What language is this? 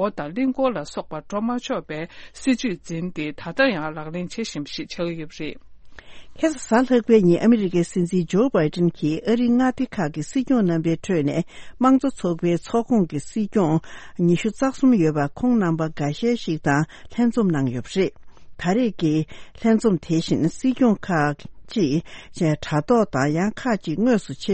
Tibetan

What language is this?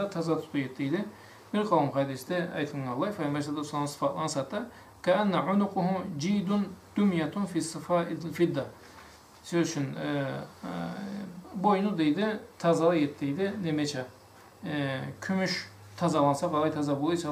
Karachay-Balkar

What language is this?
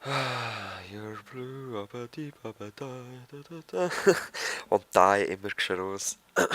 Swiss German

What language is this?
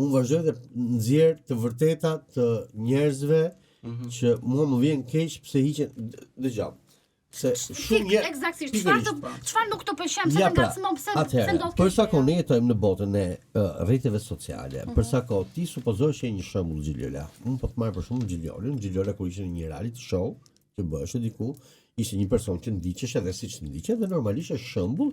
Albanian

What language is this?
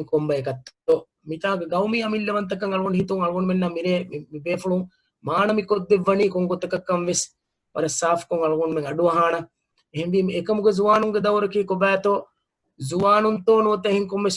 Divehi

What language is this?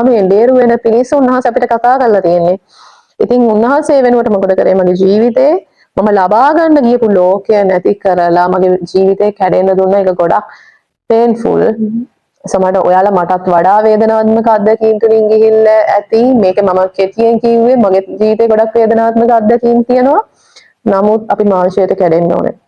Sinhala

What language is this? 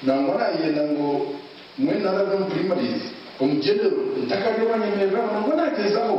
Nyankole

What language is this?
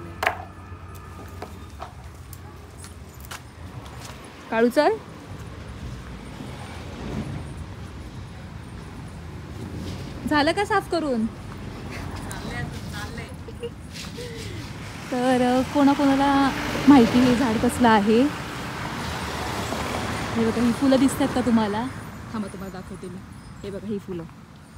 Marathi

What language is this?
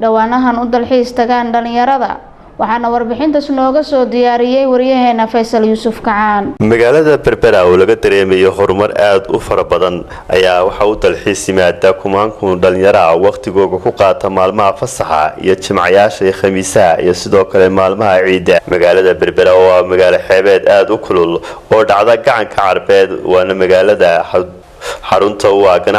Somali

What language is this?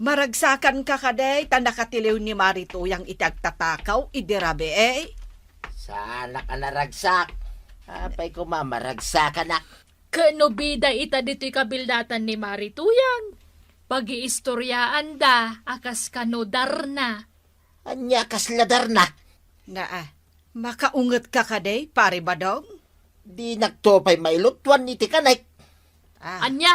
Iloko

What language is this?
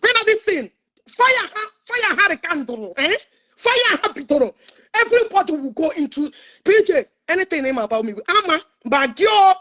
Igbo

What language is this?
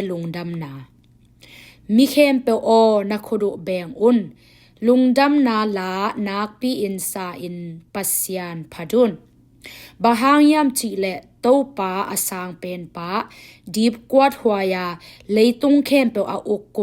Tedim Chin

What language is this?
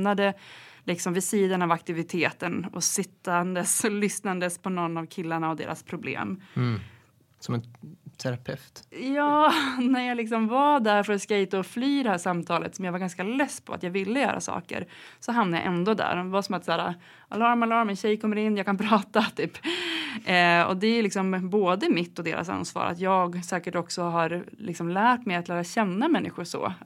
Swedish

